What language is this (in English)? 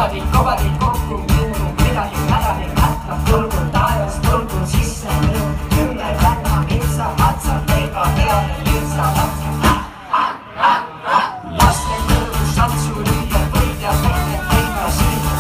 Estonian